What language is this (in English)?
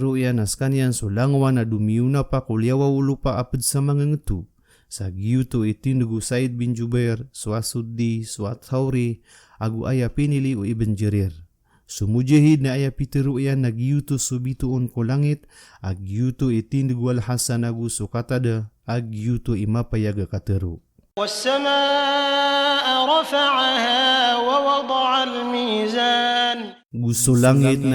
Maranao